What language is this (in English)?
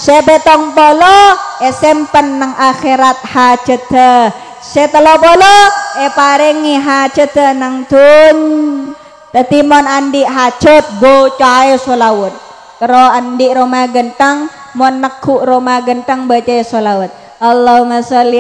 Madurese